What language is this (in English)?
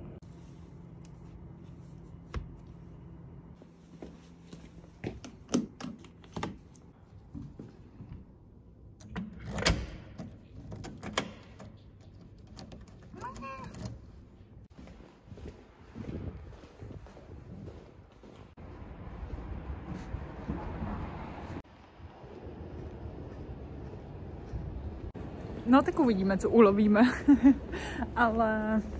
Czech